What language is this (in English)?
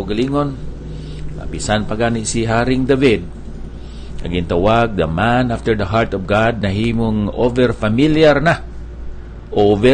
Hiligaynon